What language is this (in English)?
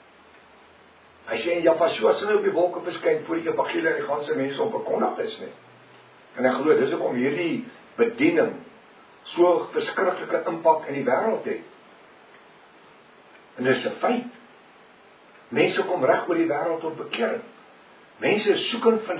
Afrikaans